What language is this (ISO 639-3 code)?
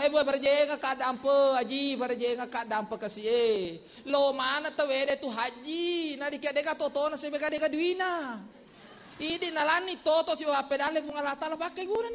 bug